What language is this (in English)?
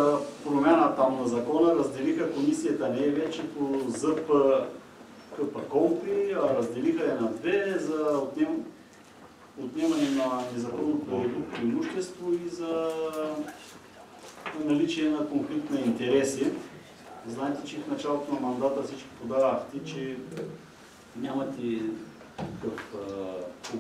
Bulgarian